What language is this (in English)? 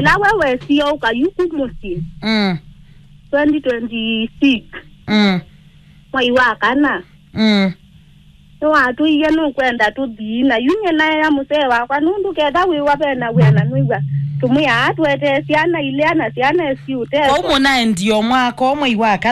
Kamba